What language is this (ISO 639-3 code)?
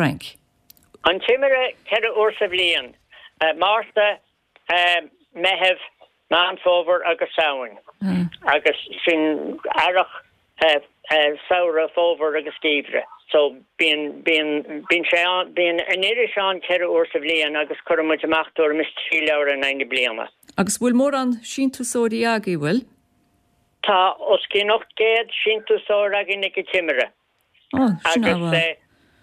gle